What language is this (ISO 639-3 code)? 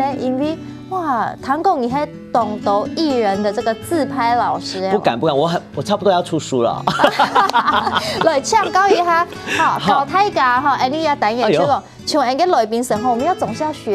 hak